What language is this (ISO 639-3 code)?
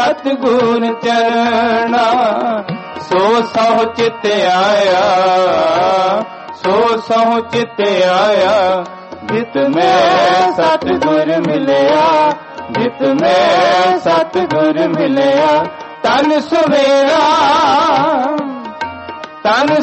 pan